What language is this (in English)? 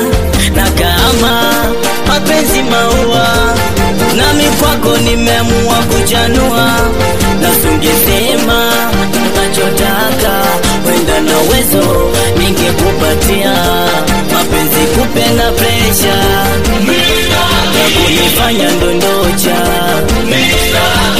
Swahili